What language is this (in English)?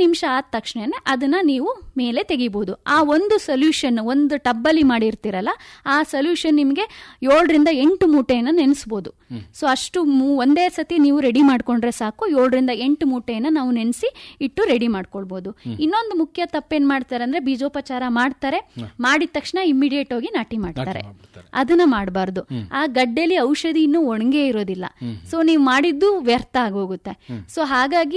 Kannada